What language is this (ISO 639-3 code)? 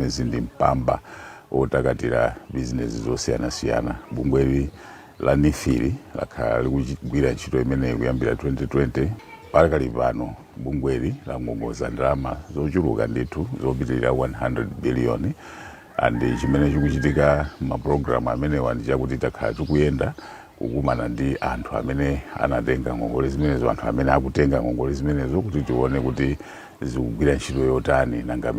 nya